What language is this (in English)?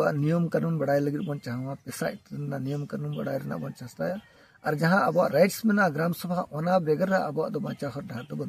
Santali